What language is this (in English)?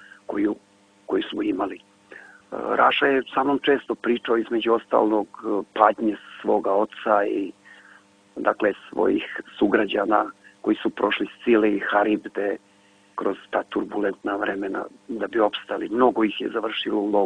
Serbian